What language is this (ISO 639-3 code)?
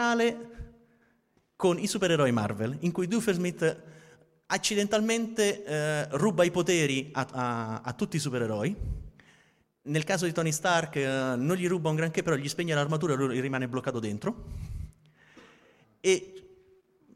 ita